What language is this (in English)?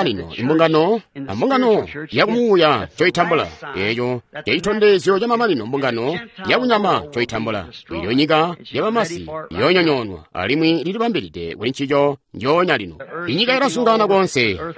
Tonga (Zambia)